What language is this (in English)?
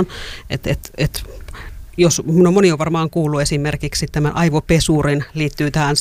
Finnish